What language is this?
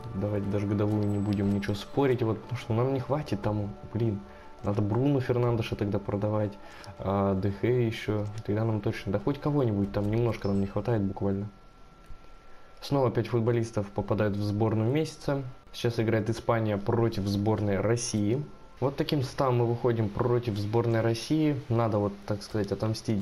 Russian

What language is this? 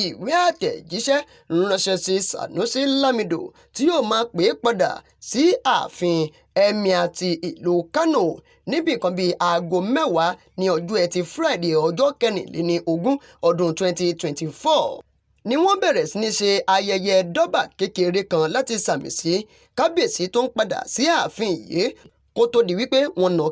Yoruba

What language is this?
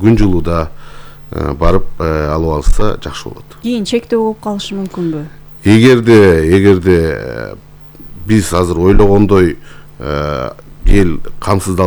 Kyrgyz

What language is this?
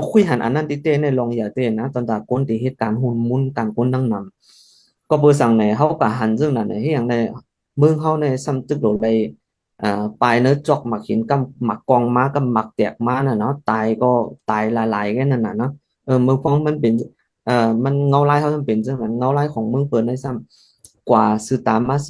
Shan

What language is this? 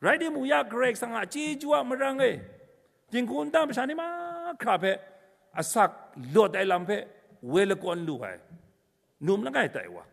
Kachin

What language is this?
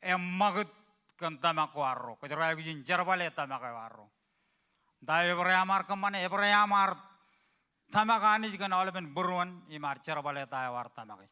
Marshallese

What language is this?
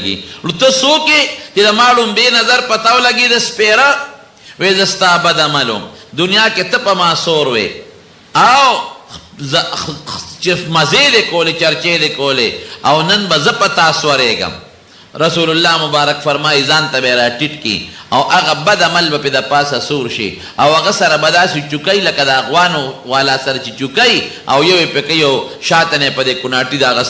Pashto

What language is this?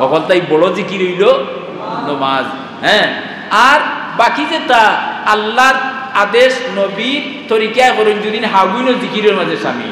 Sylheti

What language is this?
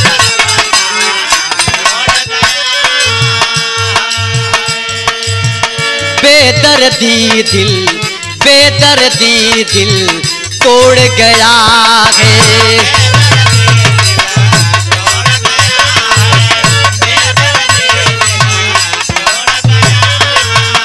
Bhojpuri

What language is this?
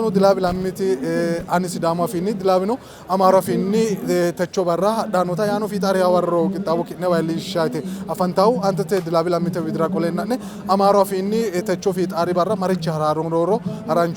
Sidamo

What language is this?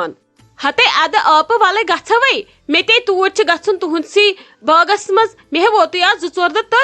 Kashmiri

